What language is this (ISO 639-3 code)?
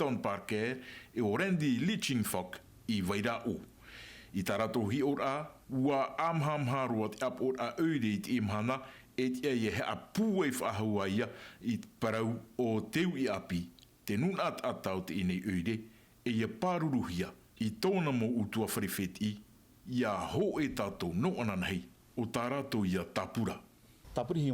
tah